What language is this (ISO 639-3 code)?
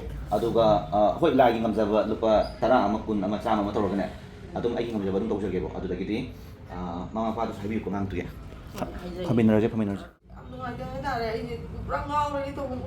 mni